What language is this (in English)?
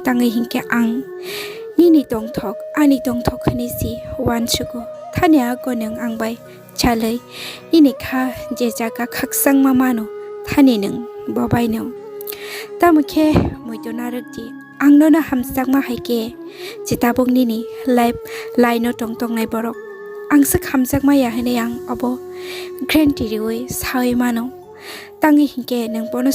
Kok Borok